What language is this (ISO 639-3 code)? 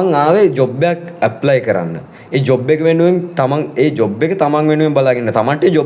sin